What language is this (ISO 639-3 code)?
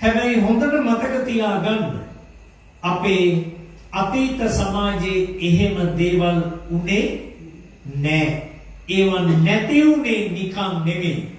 sin